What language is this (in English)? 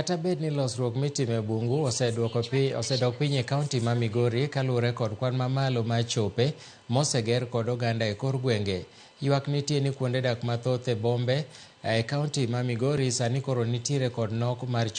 Luo (Kenya and Tanzania)